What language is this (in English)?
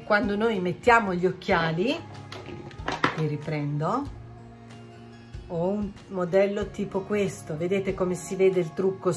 Italian